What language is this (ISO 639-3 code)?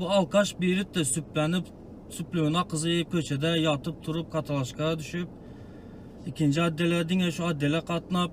tuk